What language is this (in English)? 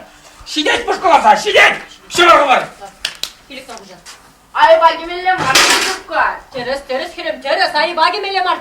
Chuvash